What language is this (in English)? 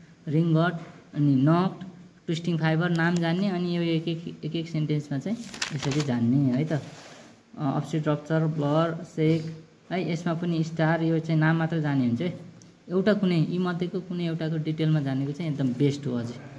Nepali